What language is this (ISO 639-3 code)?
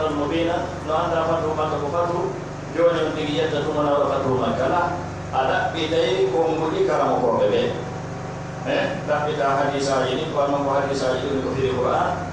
fuf